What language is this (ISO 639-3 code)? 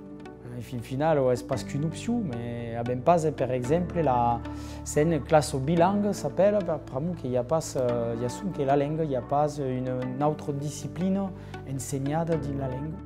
oci